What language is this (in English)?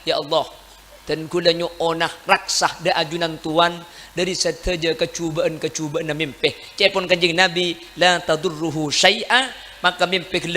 Madurese